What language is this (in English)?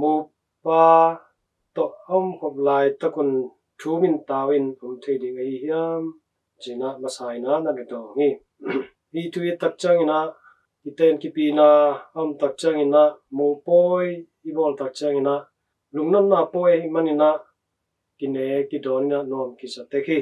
Tedim Chin